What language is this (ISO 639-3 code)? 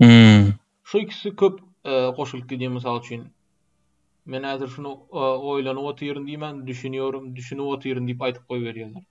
tuk